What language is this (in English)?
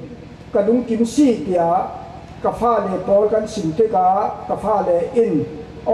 Falam Chin